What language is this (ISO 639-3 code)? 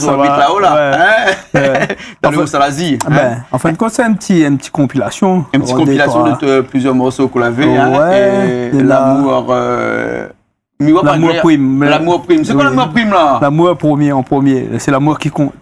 rcf